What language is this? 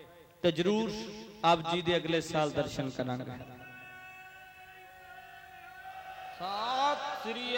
Punjabi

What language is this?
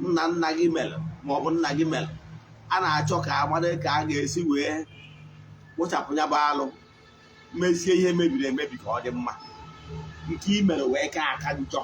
Igbo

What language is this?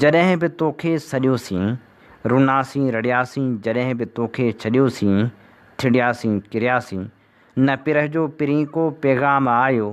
Sindhi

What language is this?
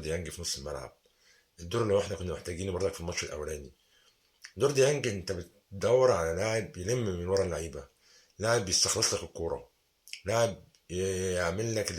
Egyptian Arabic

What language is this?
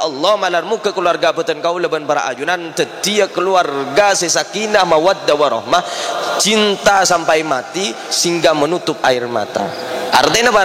Madurese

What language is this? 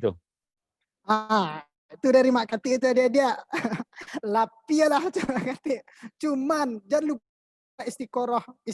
Minangkabau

